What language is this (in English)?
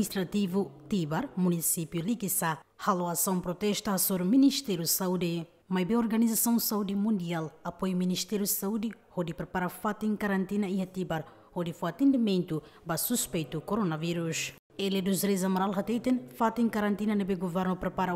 Tetum